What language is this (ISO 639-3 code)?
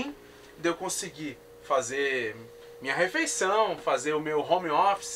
por